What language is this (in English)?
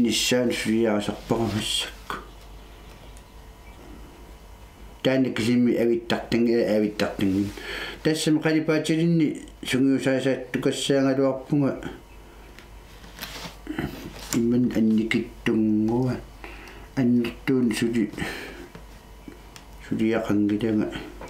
Kalaallisut